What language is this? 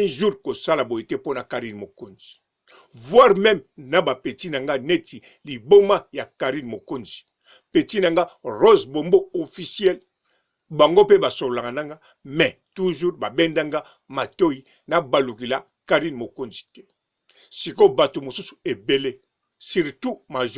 Lingala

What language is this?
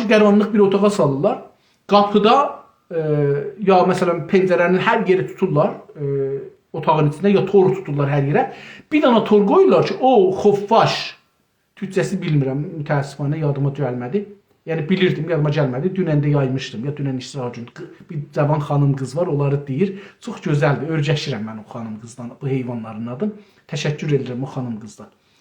South Azerbaijani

